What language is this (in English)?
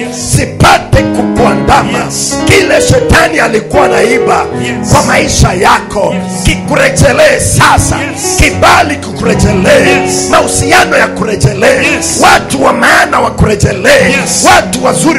Swahili